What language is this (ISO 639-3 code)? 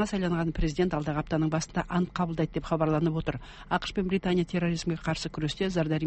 kaz